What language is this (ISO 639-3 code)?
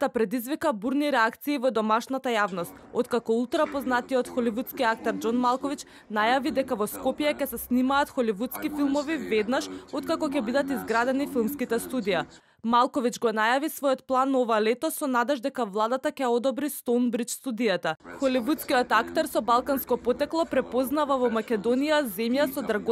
mkd